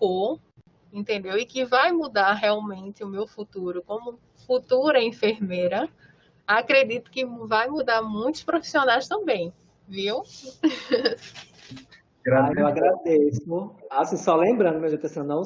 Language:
Portuguese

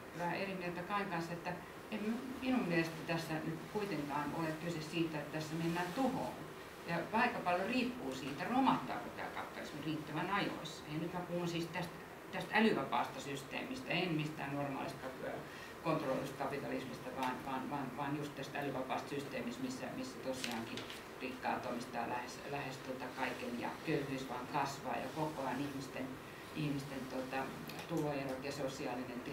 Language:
Finnish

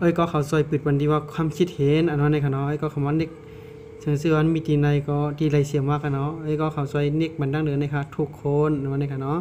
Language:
Shan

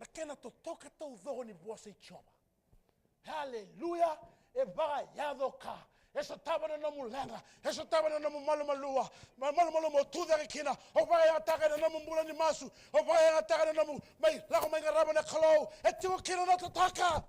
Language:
Fijian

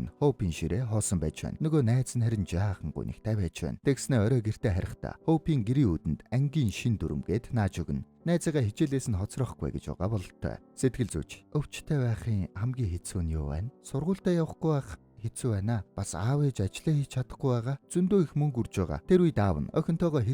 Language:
Mongolian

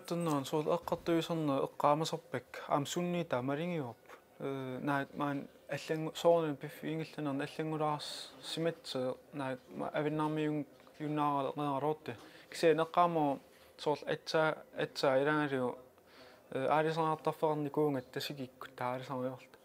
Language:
Kalaallisut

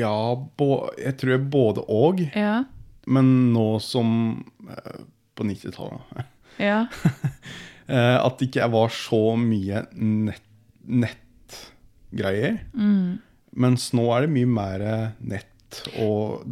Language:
Norwegian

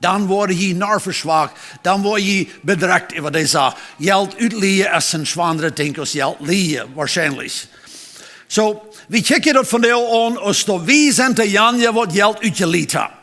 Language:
Plautdietsch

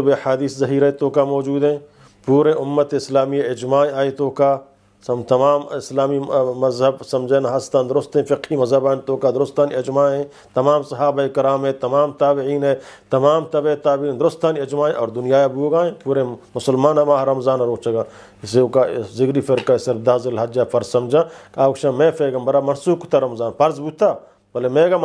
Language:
Eastern Balochi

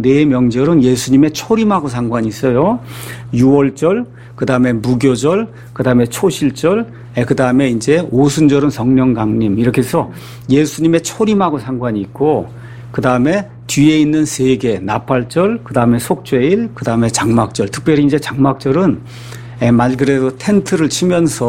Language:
Korean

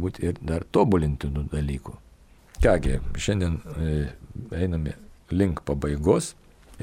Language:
Lithuanian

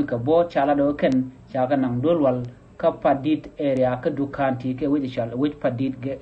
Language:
Nuer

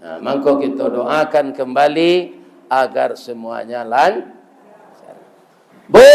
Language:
Minangkabau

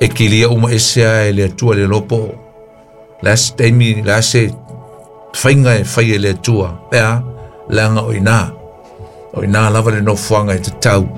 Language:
Samoan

